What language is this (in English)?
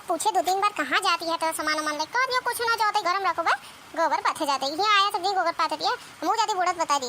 Awadhi